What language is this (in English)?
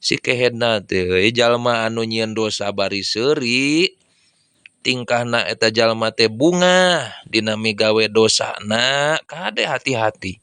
Sundanese